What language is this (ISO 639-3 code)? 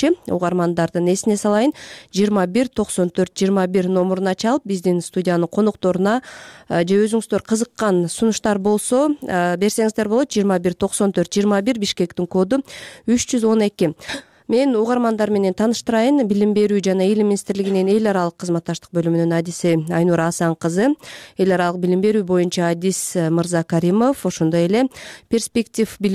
kir